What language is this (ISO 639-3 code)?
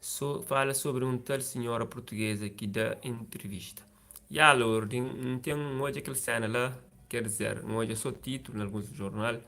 kea